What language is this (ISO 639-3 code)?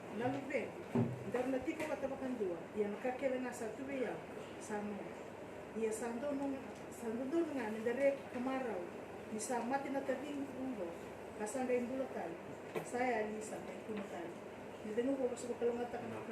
fij